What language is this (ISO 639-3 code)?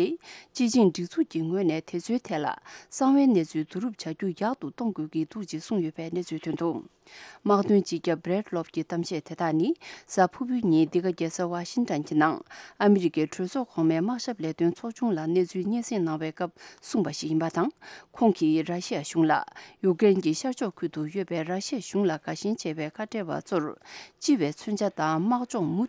bod